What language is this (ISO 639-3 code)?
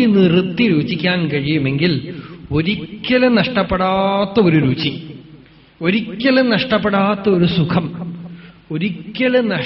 mal